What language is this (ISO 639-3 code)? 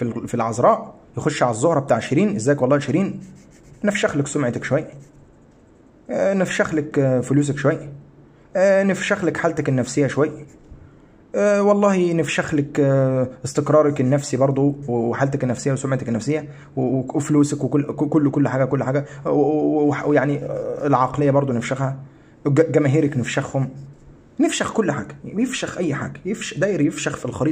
arz